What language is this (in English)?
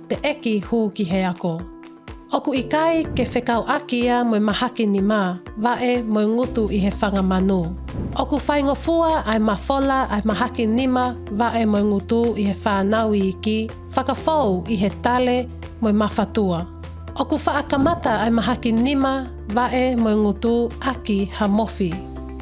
Tongan